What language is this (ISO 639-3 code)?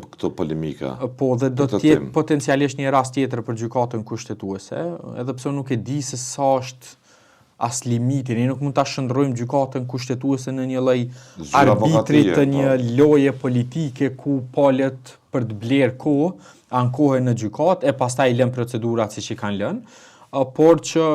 sqi